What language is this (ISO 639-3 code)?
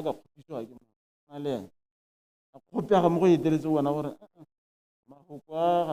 tsn